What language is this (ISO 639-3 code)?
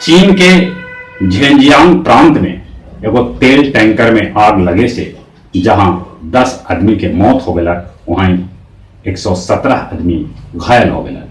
mag